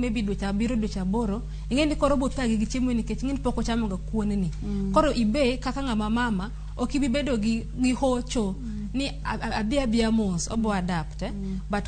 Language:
Luo (Kenya and Tanzania)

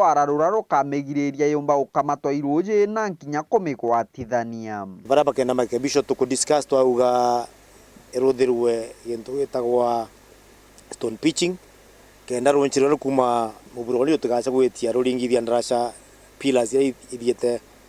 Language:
Meru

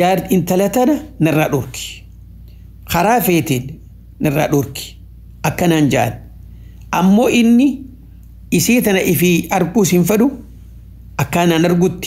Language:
Oromo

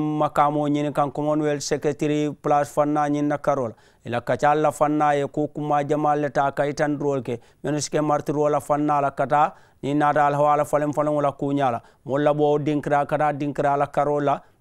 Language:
Mandingo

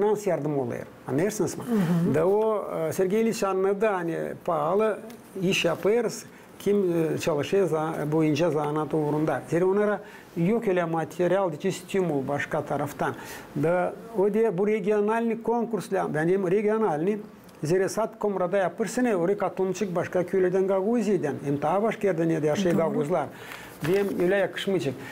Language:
Gagauz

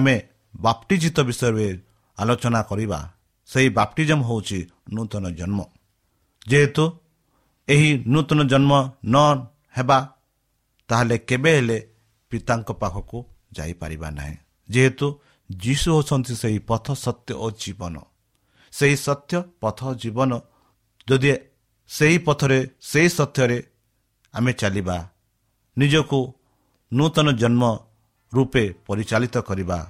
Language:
Odia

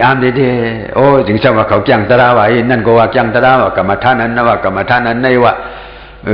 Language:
Shan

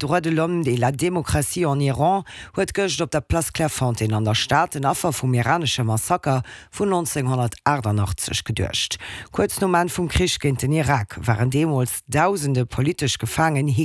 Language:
Luxembourgish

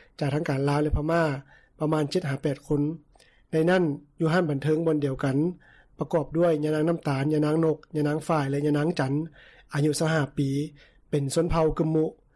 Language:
Lao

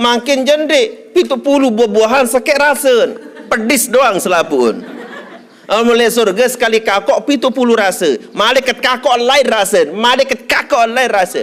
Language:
Sasak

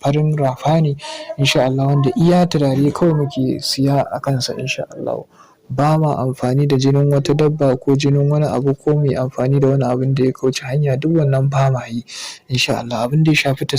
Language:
Hausa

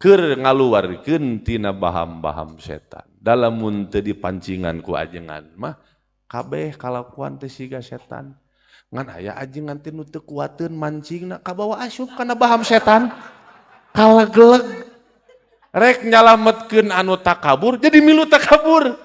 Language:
Sundanese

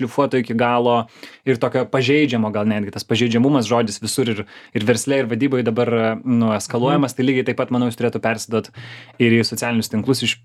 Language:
Lithuanian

